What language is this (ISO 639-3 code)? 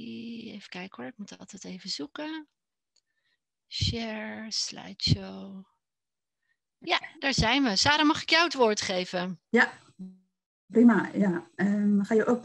nld